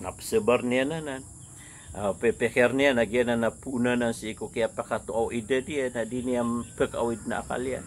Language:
Maranao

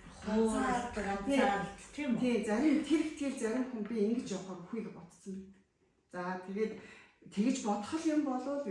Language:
Mongolian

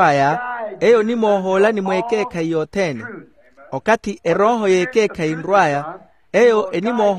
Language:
Makhuwa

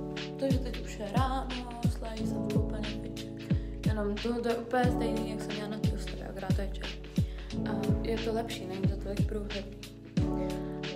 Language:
Czech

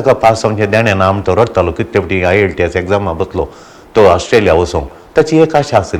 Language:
Konkani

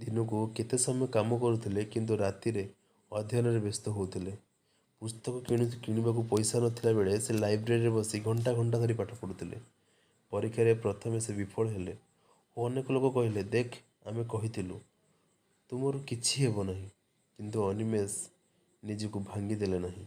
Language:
Odia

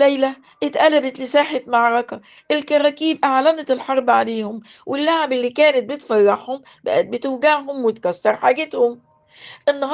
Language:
Egyptian Arabic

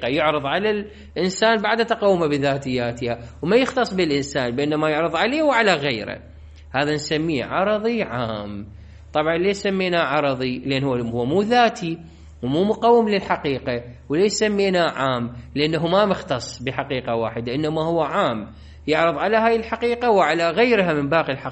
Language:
Mesopotamian Arabic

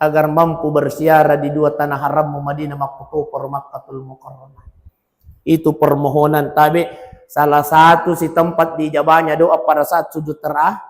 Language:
Buginese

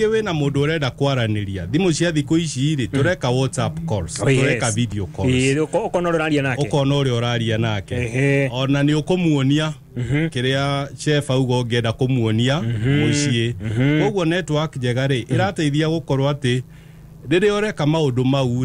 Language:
Kikuyu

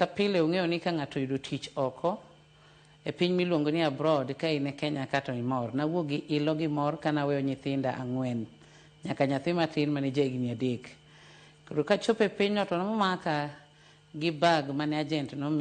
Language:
Luo (Kenya and Tanzania)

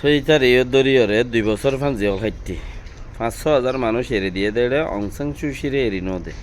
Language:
Rohingya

